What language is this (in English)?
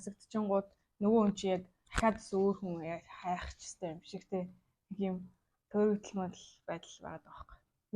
Mongolian